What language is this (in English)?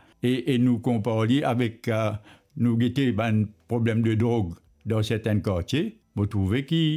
Morisyen